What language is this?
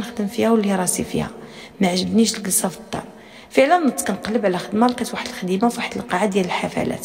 Moroccan Arabic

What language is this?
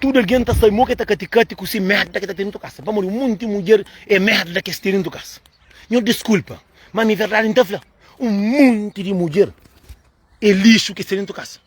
Kabuverdianu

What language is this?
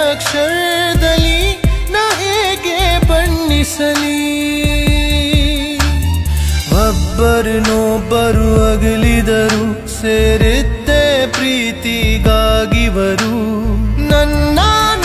Kannada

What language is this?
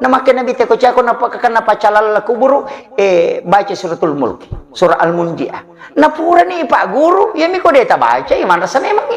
Buginese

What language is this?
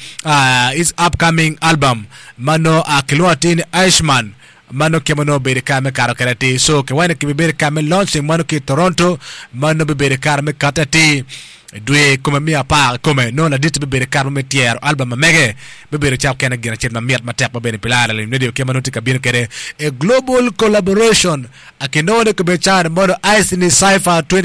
Acoli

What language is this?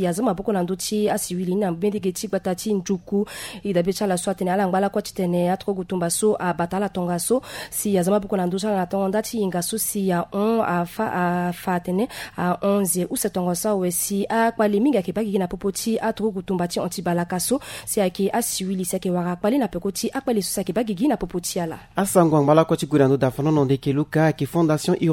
Sango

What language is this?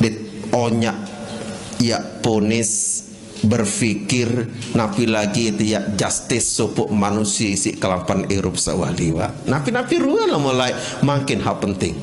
Sasak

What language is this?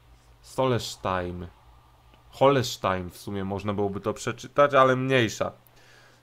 Polish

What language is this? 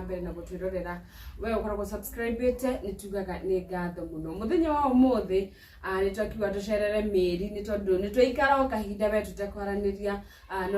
Kikuyu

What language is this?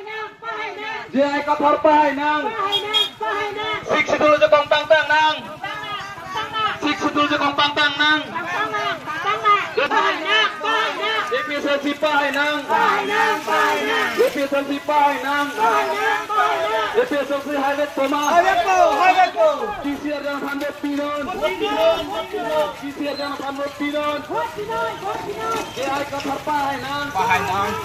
Karbi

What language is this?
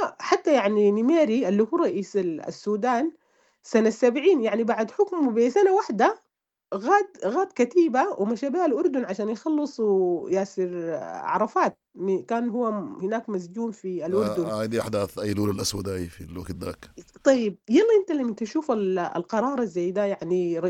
Sudanese Arabic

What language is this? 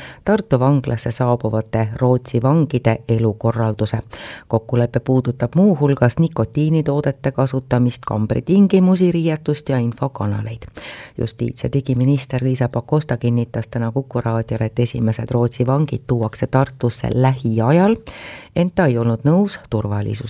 Estonian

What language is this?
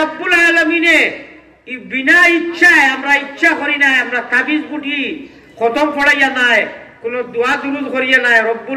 Sylheti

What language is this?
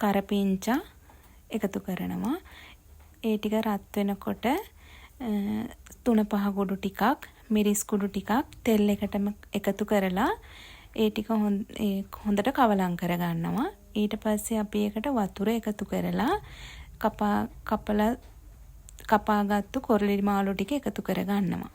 Sinhala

